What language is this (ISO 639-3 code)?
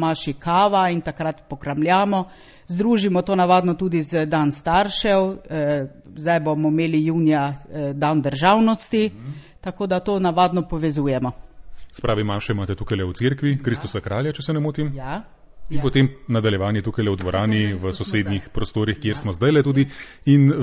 slv